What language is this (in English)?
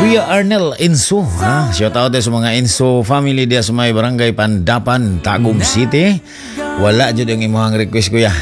Cebuano